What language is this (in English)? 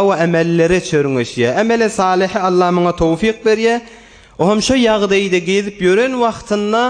Turkmen